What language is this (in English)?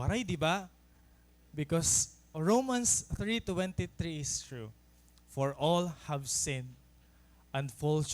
Waray